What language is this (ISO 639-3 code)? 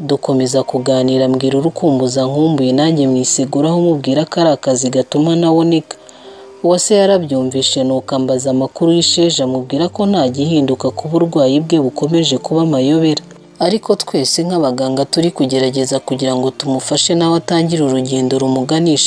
kin